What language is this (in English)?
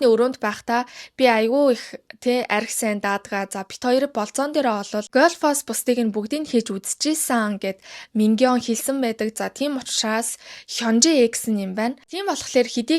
Mongolian